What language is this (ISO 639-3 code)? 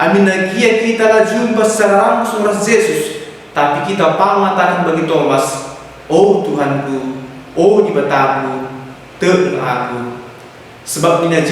btx